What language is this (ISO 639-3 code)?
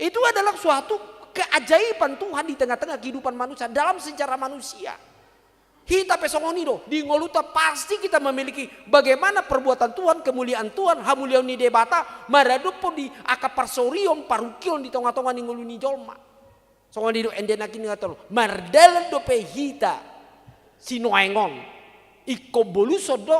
bbc